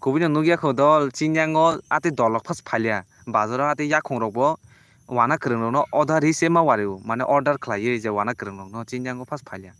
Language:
Kok Borok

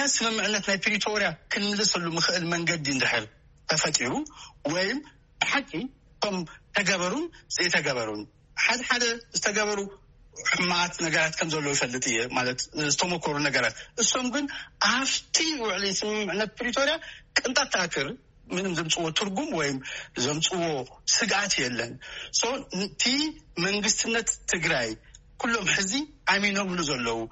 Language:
Tigrinya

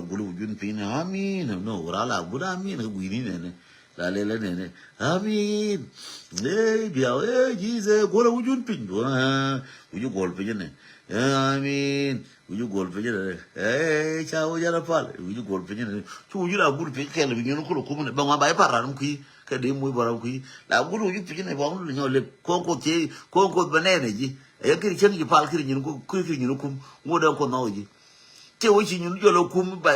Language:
Nuer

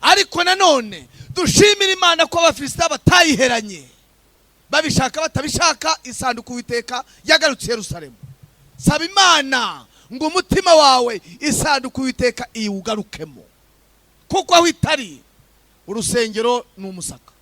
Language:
Kinyarwanda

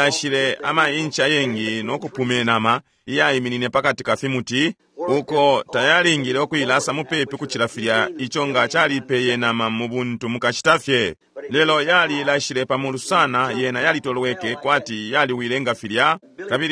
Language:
Bemba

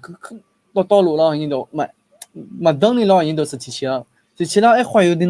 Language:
Akha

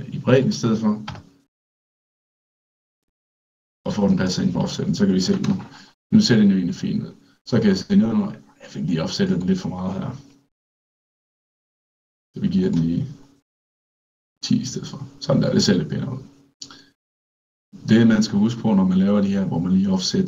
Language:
Danish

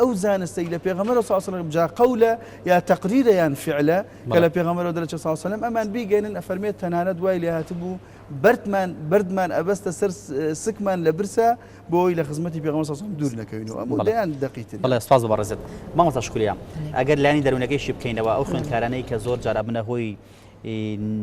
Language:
Central Kurdish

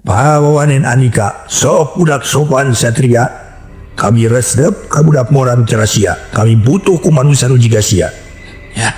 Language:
Sundanese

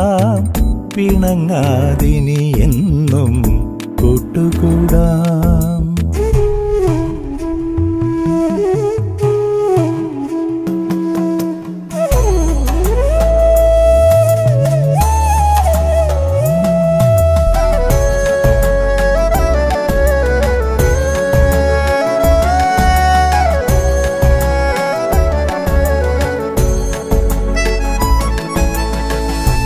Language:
Malayalam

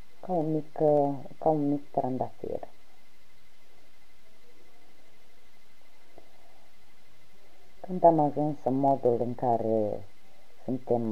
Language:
Romanian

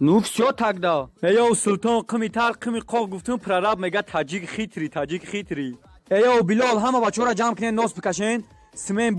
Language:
Tajik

